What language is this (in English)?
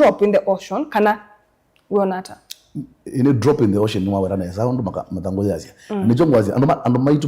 Kamba